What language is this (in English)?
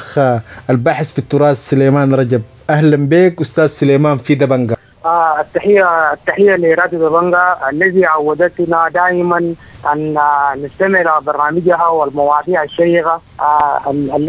Sudanese Arabic